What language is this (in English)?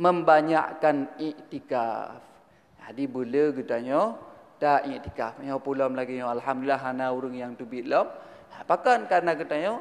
Achinese